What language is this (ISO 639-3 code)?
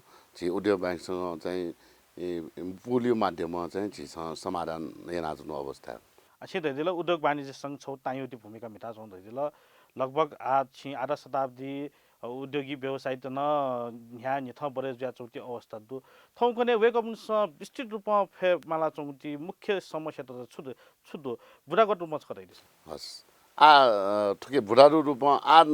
new